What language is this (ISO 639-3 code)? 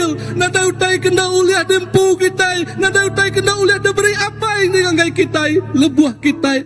iba